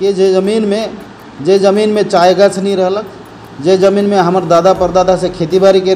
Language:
Sadri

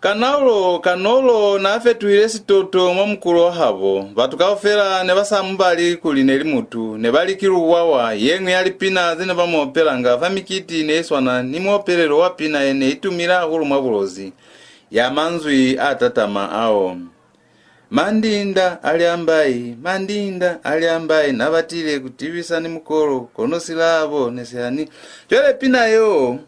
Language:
Lozi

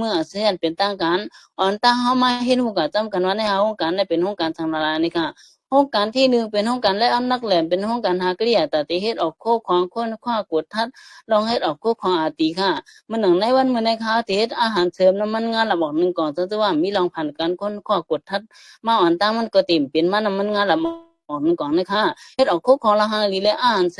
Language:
Shan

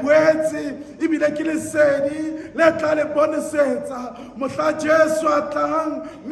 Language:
Southern Sotho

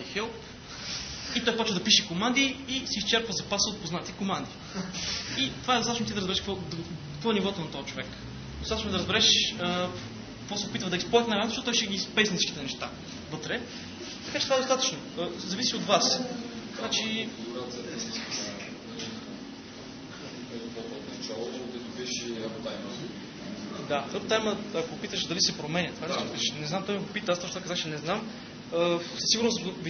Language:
Bulgarian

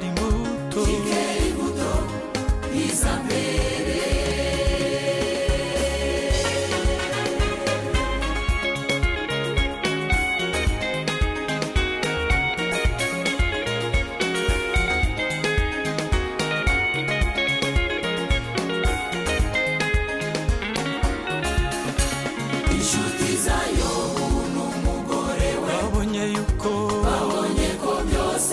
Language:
Kinyarwanda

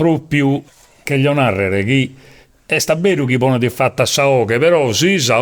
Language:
Sardinian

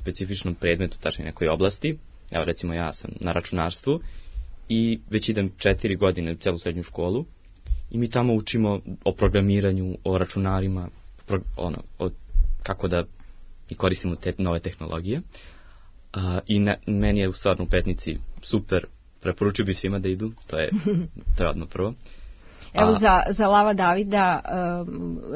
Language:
Serbian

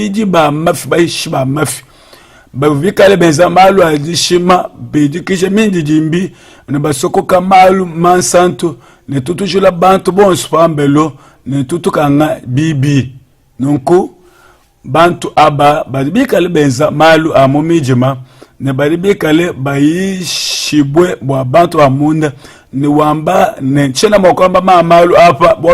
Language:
Luba-Lulua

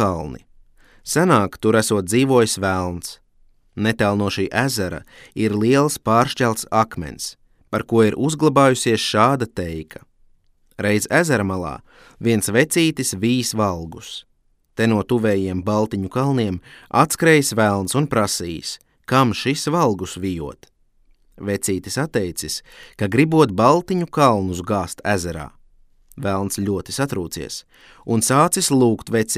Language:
Latvian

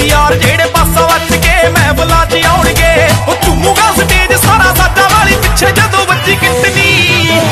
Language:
Punjabi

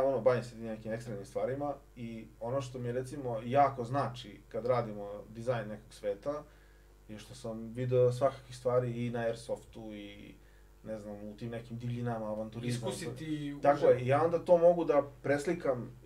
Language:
Serbian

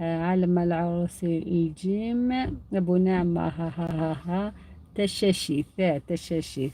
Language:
Algerian Arabic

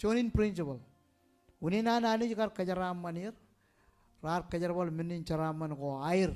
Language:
Marshallese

